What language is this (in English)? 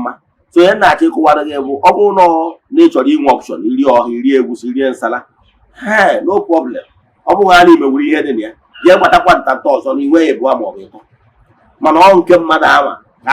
Igbo